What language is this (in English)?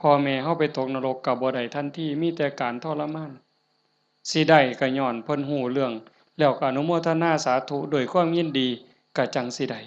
Lao